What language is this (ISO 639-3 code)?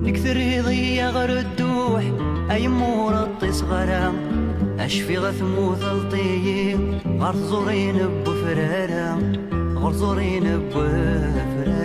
kab